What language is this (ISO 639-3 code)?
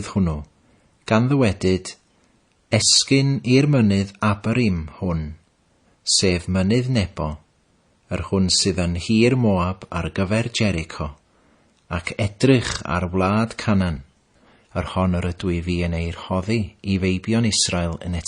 cym